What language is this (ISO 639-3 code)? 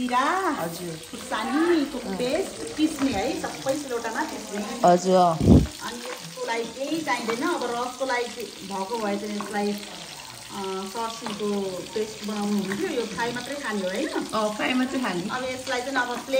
nep